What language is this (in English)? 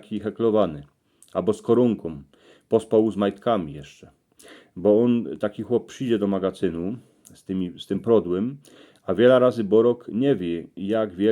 Silesian